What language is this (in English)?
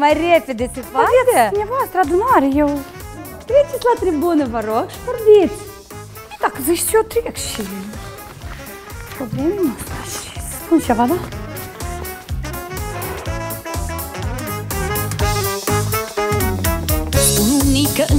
Romanian